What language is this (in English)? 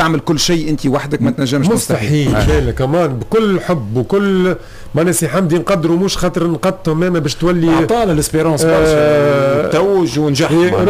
Tunisian Arabic